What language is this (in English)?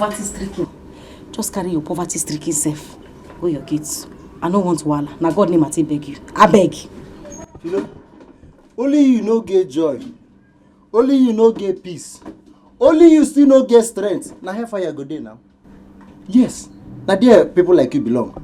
Nigerian Pidgin